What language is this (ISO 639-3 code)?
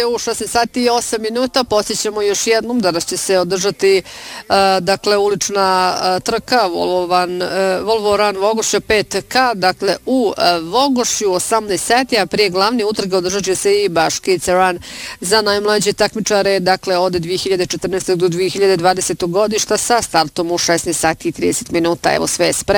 bos